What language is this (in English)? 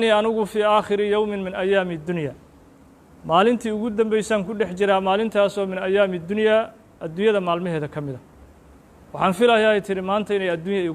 Somali